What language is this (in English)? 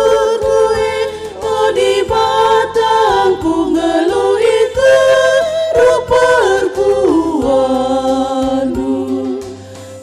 Batak Karo